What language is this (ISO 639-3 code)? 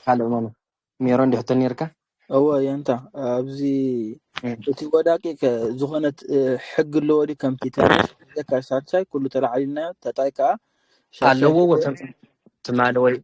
tir